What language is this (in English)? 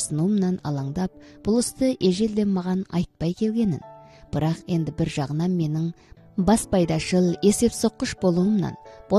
Kazakh